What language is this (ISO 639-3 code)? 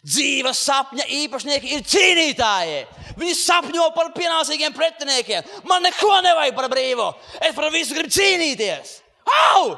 lav